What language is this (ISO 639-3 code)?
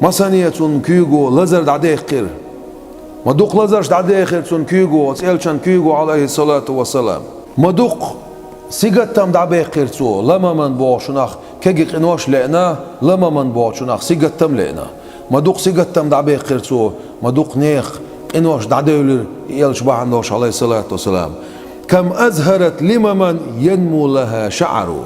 che